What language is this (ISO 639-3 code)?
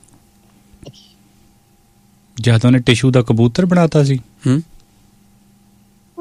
pan